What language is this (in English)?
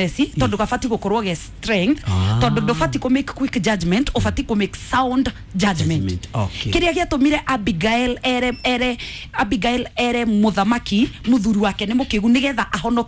Kikuyu